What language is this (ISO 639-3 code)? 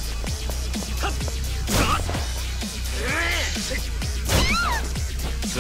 jpn